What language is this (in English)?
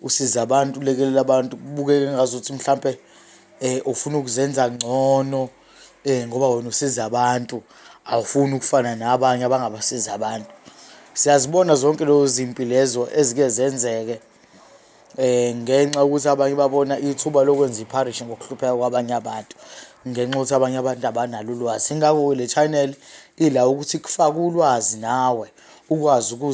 Zulu